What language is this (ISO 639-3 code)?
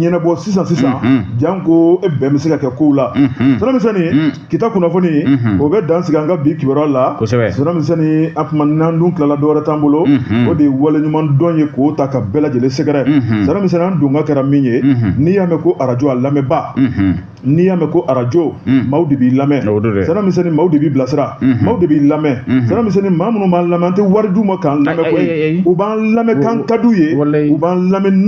bam